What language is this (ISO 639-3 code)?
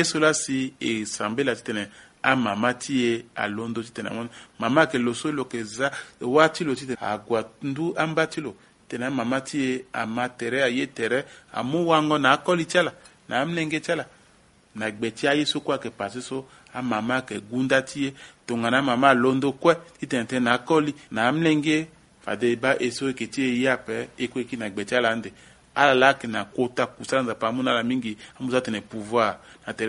sag